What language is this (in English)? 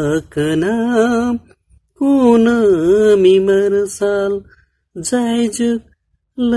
Santali